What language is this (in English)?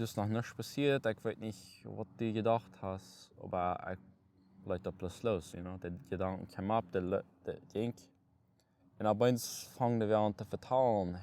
Plautdietsch